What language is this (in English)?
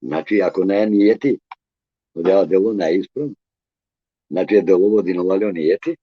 Balkan Romani